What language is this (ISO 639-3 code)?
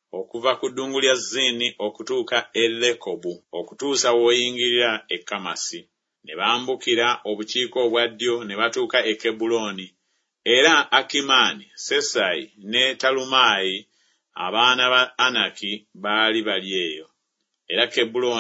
lug